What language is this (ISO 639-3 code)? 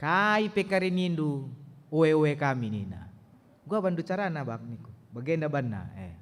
btx